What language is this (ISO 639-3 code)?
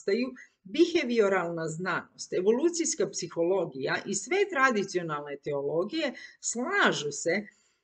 hrv